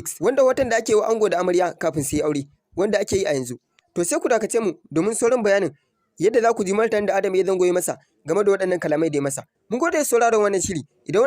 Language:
Hausa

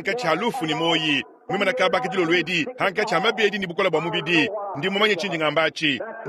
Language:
Luba-Lulua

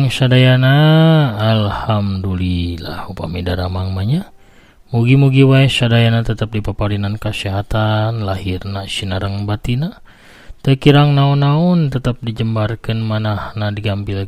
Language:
Sundanese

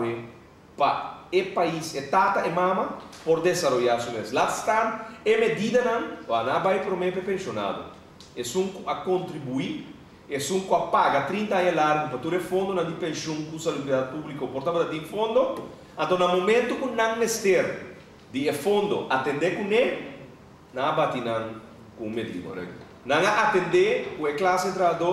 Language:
Papiamento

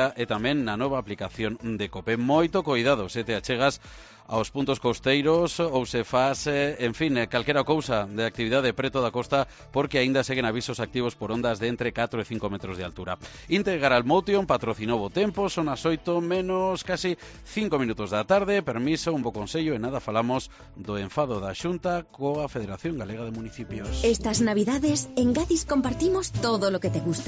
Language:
Galician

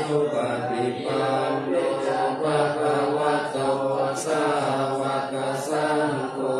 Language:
Pali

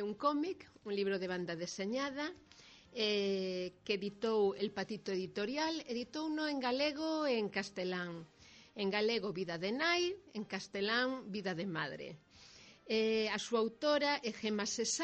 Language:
Galician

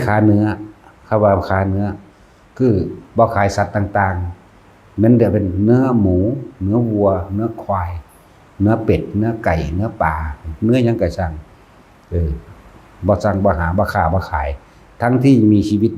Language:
Northeastern Thai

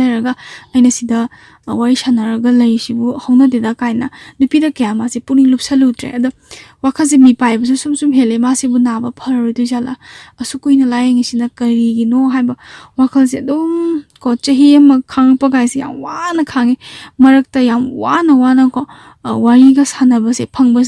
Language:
Manipuri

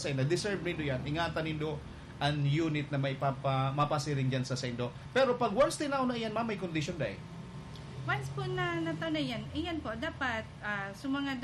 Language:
Bikol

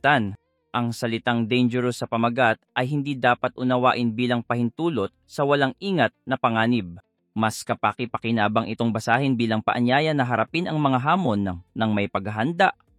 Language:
Filipino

